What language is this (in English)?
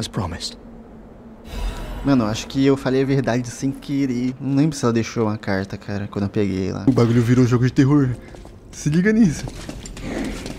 Portuguese